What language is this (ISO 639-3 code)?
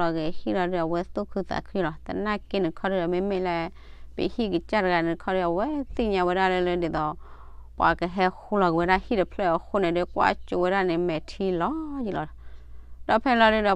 ksw